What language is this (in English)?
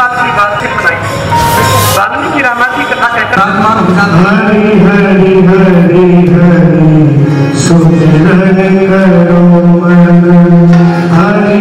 Hindi